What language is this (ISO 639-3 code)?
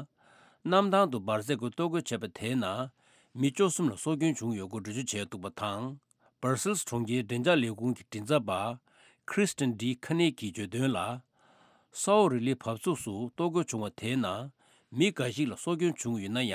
bod